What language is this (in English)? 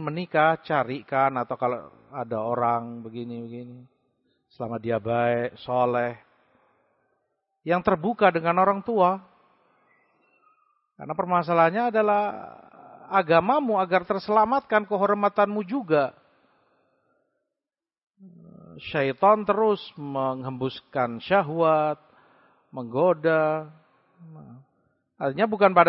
Indonesian